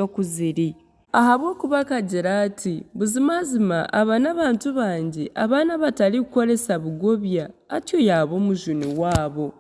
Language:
Nyankole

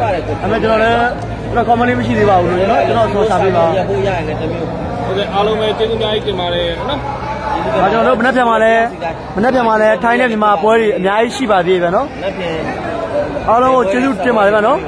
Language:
Burmese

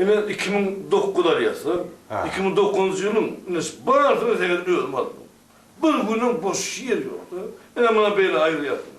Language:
Turkmen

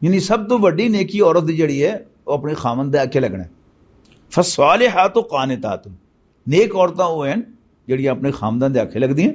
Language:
Western Panjabi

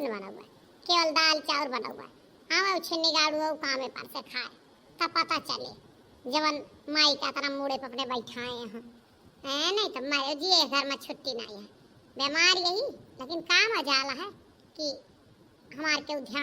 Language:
Awadhi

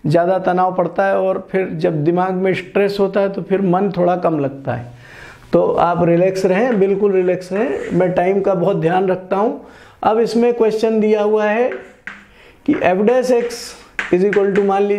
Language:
Hindi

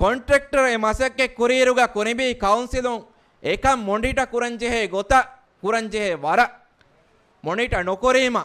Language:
Divehi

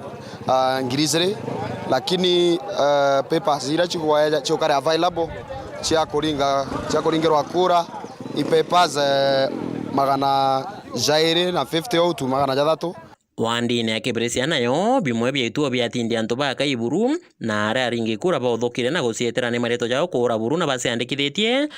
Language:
Meru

